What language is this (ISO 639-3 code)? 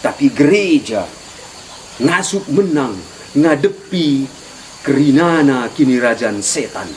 btx